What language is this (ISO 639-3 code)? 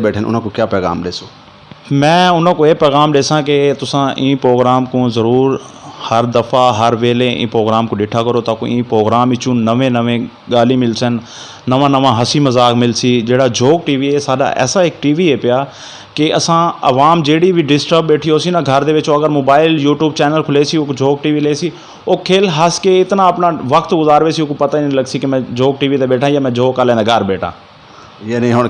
skr